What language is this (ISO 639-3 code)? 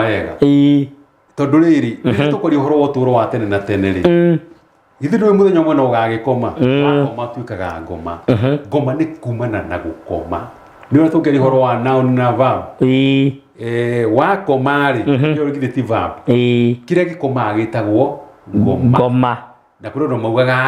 kik